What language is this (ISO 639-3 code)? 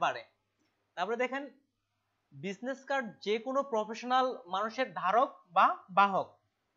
ben